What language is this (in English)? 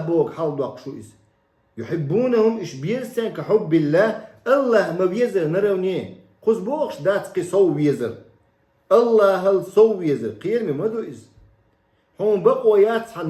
Chechen